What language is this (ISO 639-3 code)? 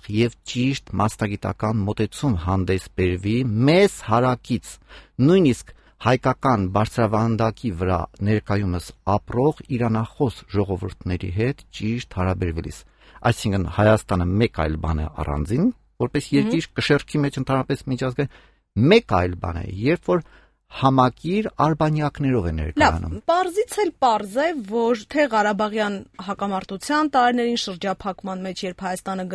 hye